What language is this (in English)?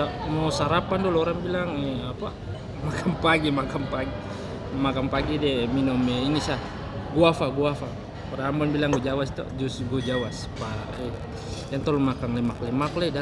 Ambonese Malay